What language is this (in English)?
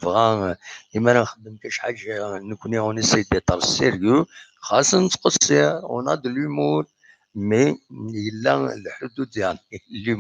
Kabyle